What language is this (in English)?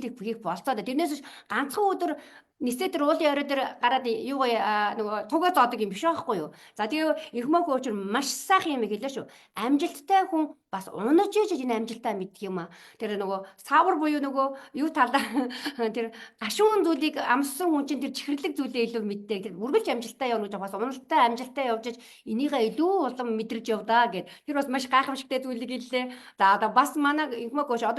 Mongolian